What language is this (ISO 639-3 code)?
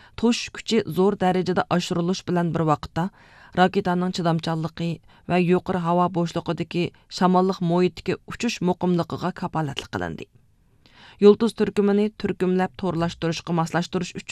uig